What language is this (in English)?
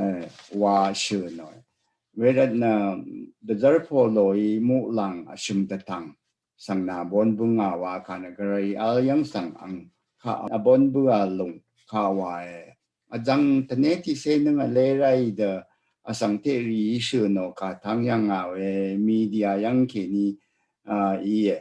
Rawang